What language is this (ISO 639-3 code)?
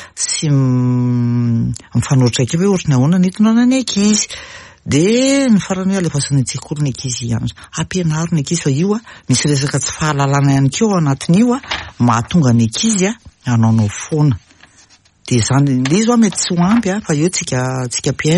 mlg